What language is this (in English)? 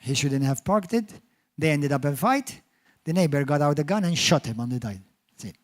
English